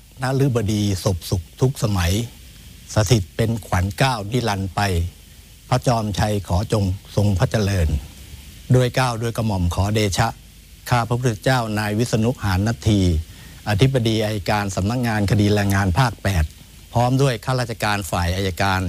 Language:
Thai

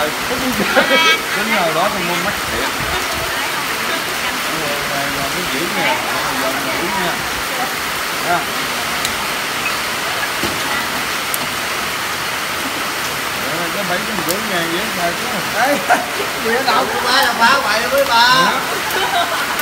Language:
Vietnamese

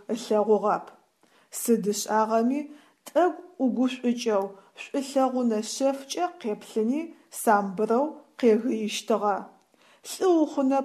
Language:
Adyghe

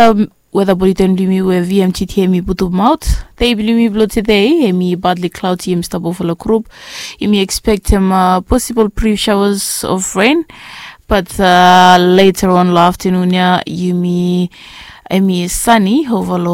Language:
Bislama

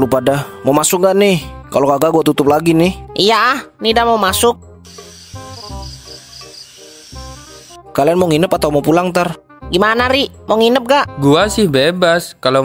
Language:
Indonesian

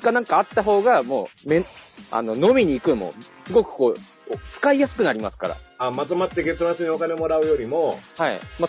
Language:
Japanese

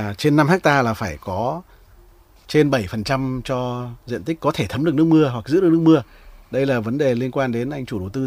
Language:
Vietnamese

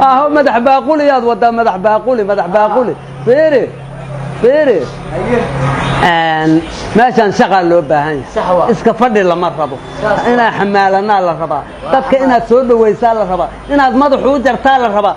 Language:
Somali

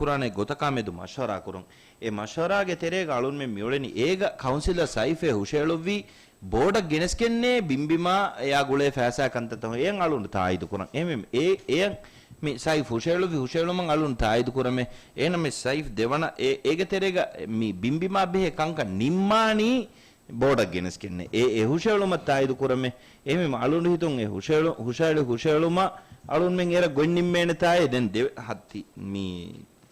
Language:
Divehi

